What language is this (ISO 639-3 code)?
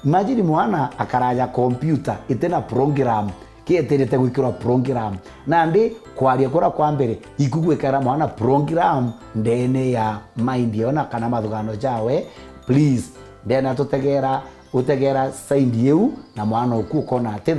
mer